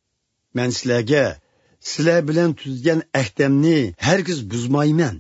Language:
Uyghur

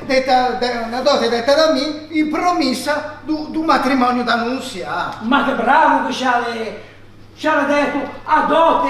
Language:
Ligurian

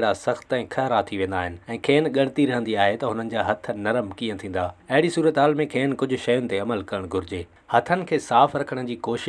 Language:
Sindhi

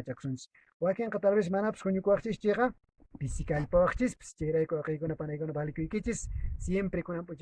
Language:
Quechua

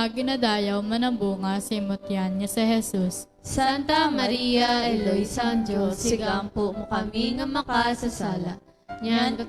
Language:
Hiligaynon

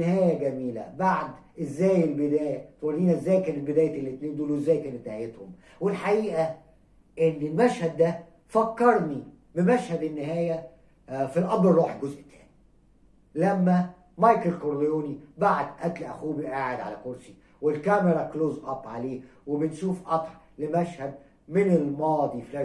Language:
Egyptian Arabic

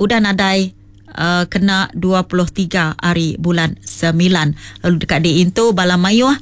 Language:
Iban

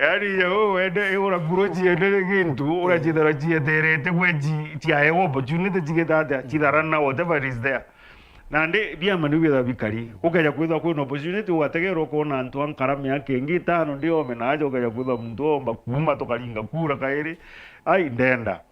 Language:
Meru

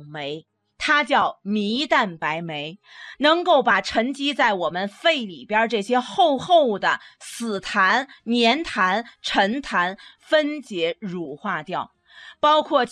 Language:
Chinese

